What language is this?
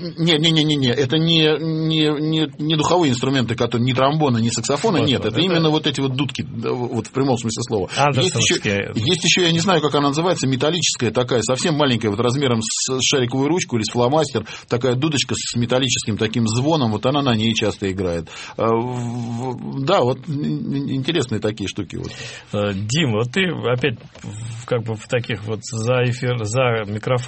Russian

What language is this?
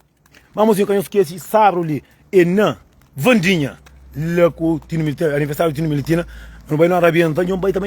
Kabuverdianu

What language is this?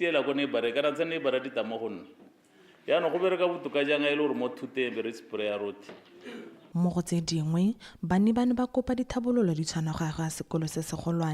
Tswana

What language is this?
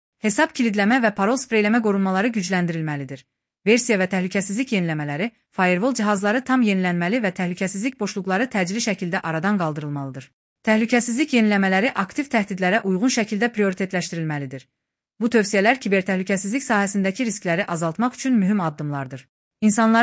Azerbaijani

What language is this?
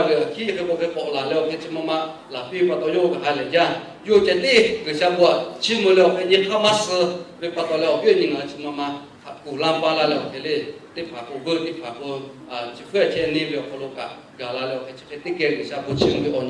Lahu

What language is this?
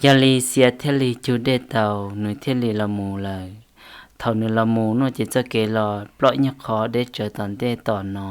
Hmong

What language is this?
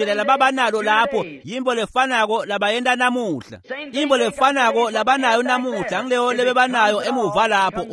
Swati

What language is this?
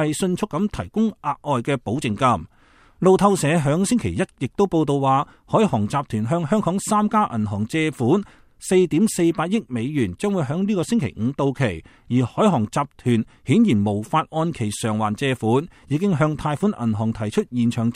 Cantonese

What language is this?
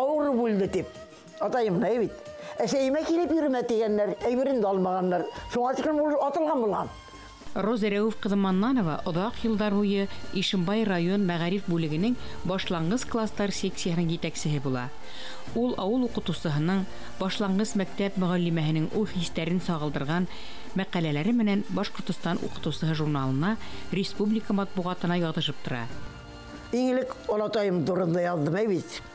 Bashkir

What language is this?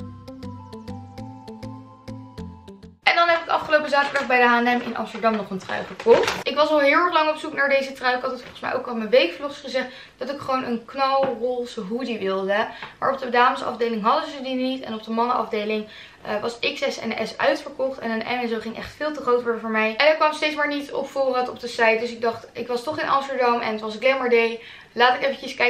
Dutch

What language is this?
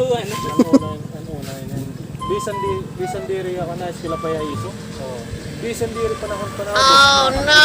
Waray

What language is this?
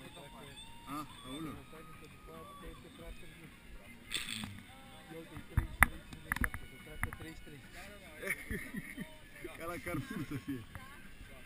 Romanian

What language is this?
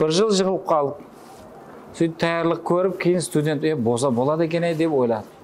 Kara-Kalpak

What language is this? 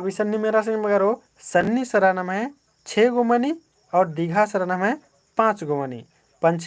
Kurukh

